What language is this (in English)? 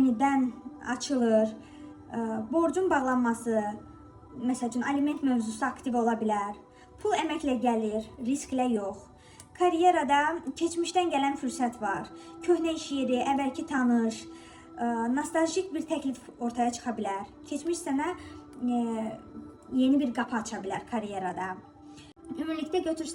Azerbaijani